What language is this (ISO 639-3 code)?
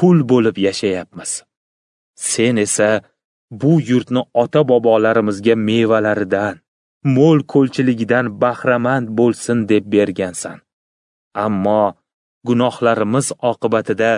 uzb